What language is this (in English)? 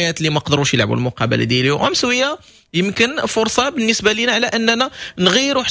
Moroccan Arabic